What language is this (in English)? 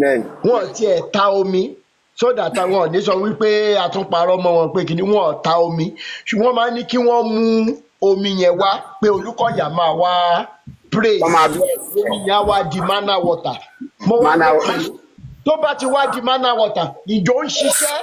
Yoruba